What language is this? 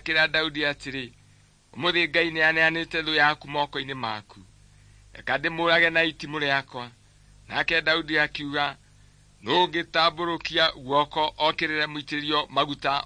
Kikuyu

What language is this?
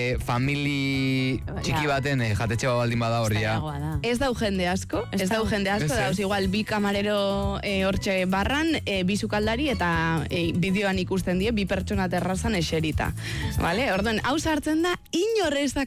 Basque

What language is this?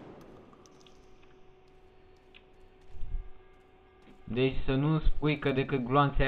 Romanian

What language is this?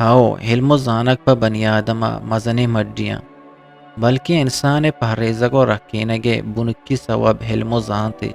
Eastern Balochi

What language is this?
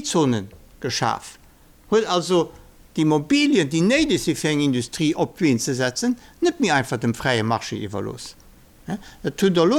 Luxembourgish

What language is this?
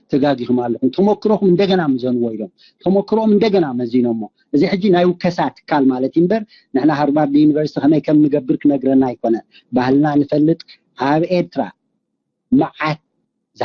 Tigrinya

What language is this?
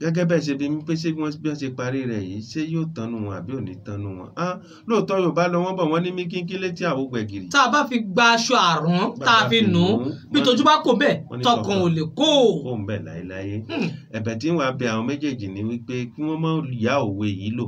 Yoruba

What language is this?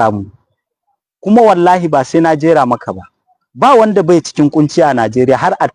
Hausa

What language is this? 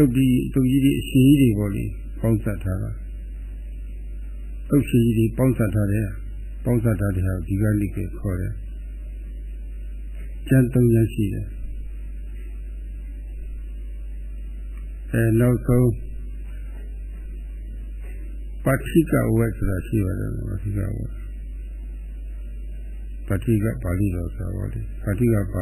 Burmese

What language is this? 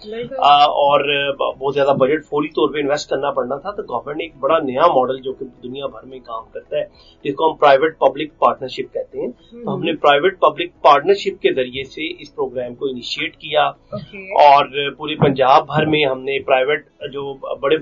Urdu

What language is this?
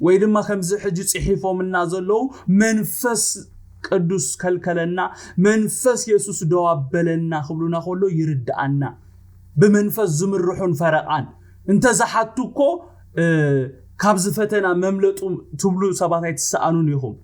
Tigrinya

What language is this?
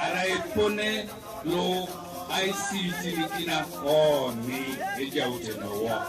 Teso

